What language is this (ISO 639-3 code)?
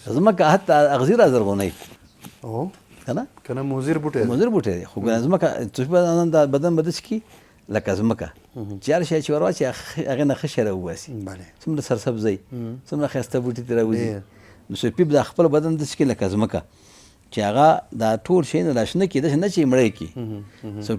pus